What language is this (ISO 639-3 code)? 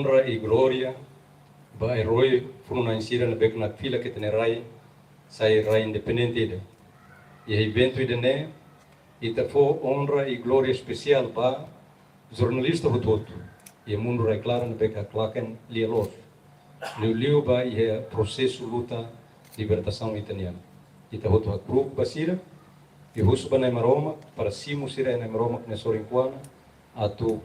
tet